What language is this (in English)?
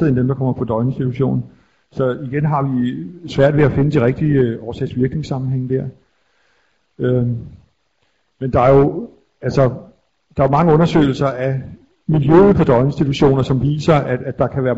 Danish